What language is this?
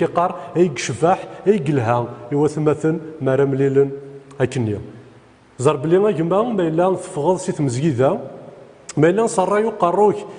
Kabyle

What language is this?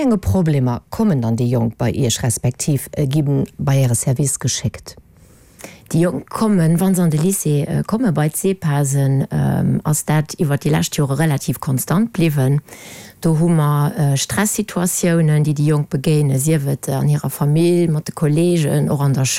Luxembourgish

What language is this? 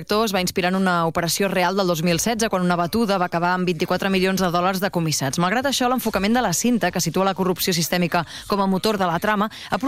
Catalan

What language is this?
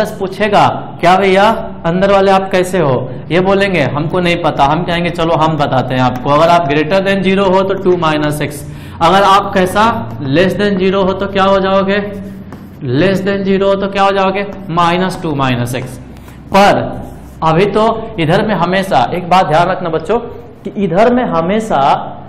Hindi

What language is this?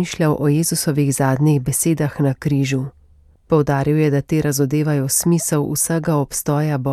Slovenian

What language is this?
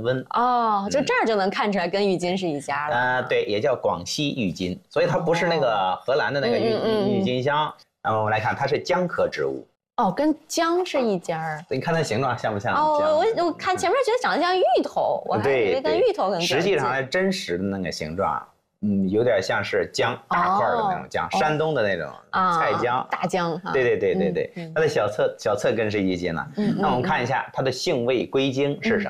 Chinese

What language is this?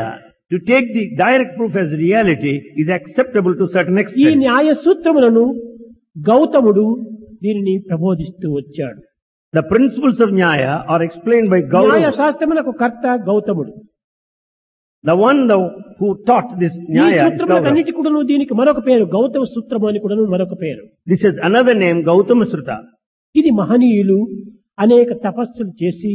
Telugu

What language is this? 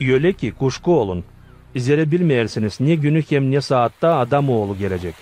Gagauz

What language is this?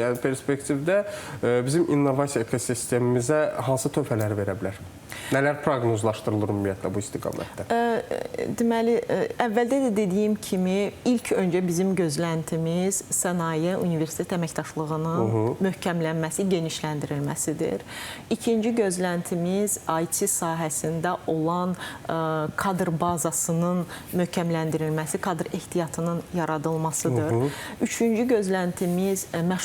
Azerbaijani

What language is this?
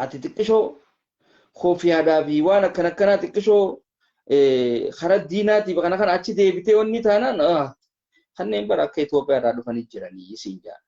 Oromo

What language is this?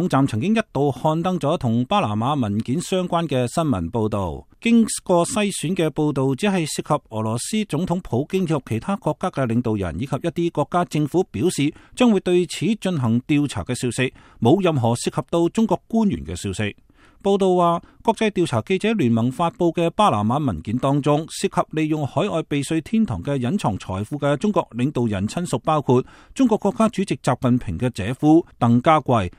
Cantonese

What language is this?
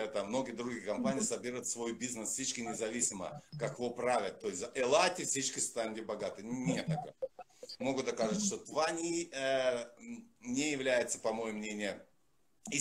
Bulgarian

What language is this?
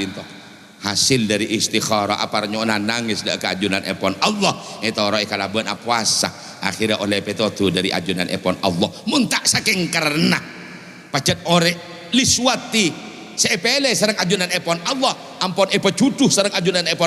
Madurese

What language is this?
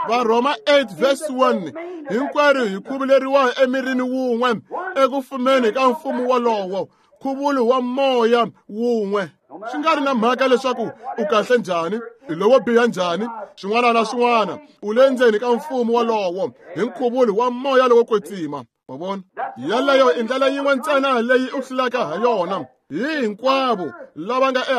Tsonga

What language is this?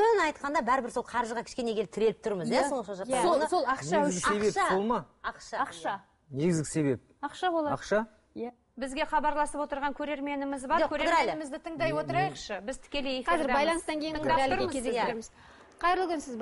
Kazakh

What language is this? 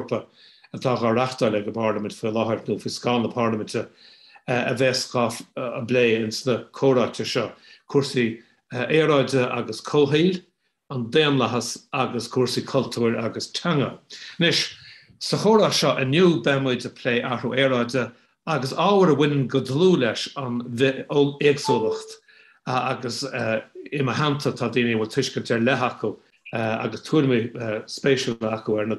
Irish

